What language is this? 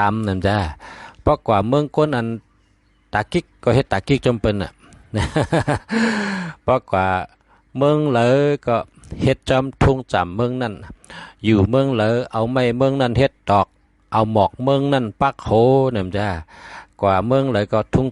Shan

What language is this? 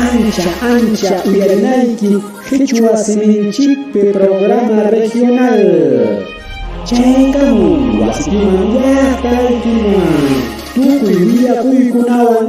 Ayacucho Quechua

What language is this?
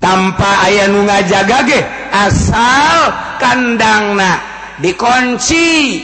Sundanese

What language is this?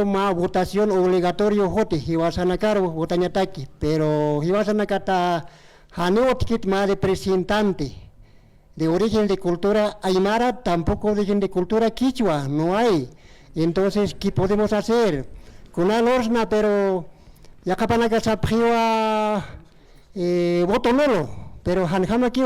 Aymara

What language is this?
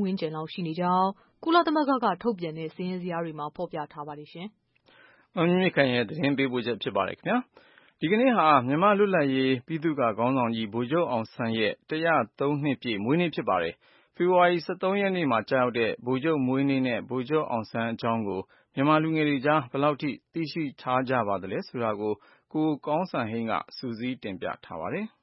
Burmese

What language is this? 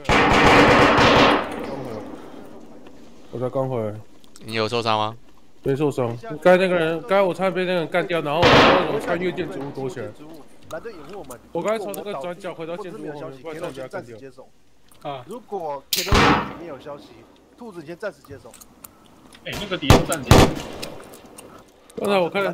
Chinese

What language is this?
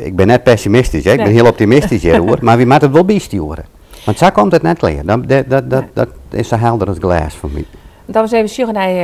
Western Frisian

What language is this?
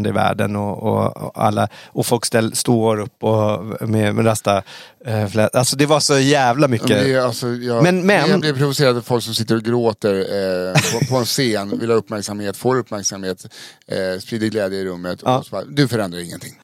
Swedish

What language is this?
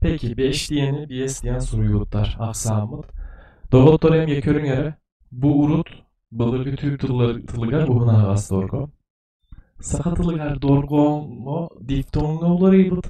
Yakut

